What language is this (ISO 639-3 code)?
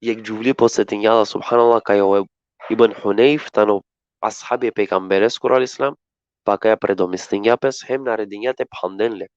rmn